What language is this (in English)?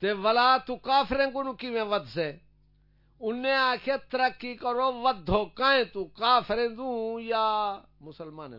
Saraiki